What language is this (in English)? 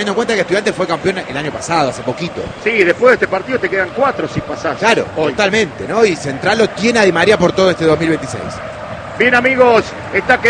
Spanish